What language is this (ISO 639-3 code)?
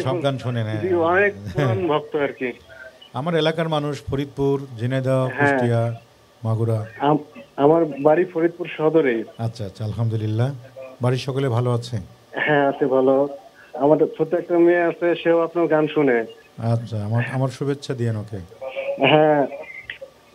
ben